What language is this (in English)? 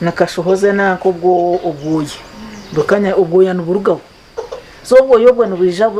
Nyankole